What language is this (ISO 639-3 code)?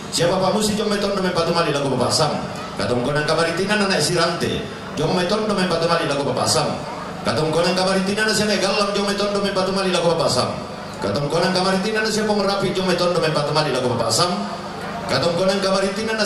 sda